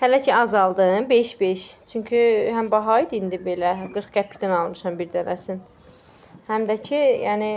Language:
Azerbaijani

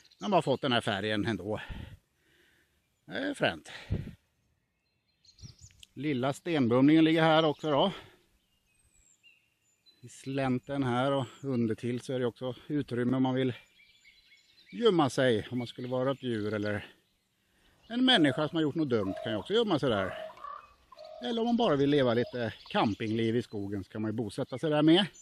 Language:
Swedish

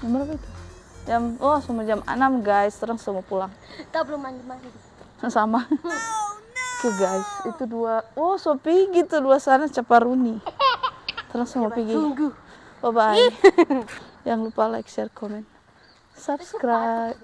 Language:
Manado Malay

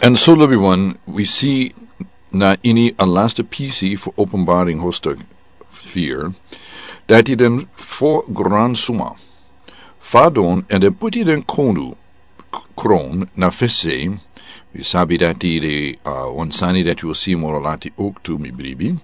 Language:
Sranan Tongo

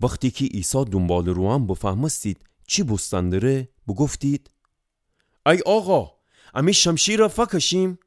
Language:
Gilaki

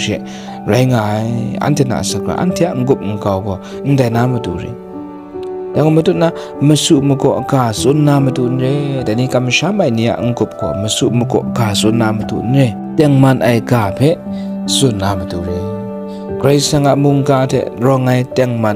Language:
Kachin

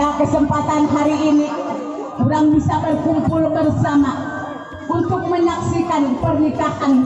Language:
Sundanese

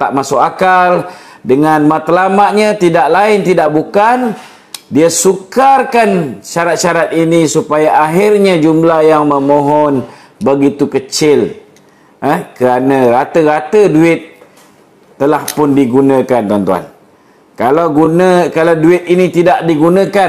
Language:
Malay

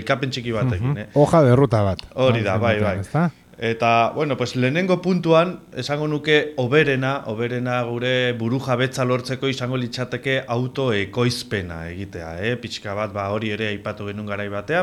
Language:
Basque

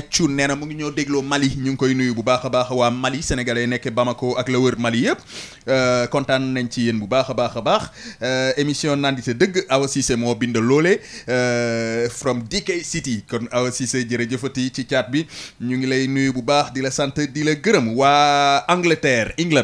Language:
Wolof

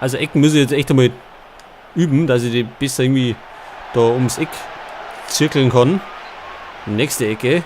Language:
Bavarian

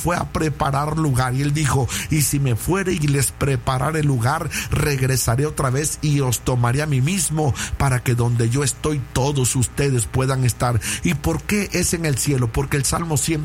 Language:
Spanish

